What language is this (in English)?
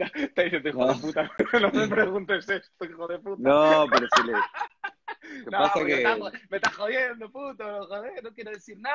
Spanish